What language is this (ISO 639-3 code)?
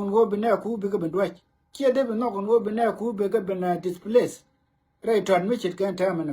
nus